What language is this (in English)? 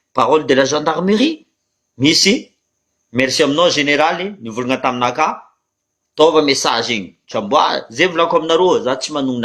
Malagasy